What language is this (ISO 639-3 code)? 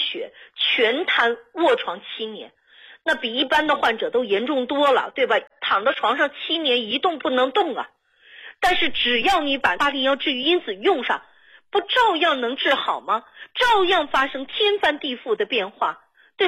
zho